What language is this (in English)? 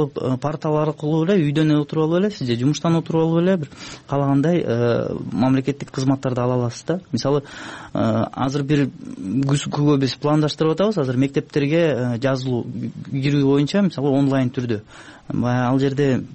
Kyrgyz